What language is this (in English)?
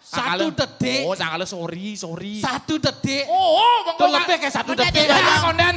Balinese